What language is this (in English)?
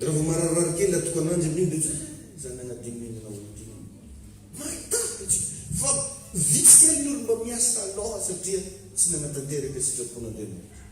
Malagasy